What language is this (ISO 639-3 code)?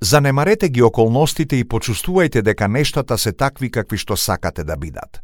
mkd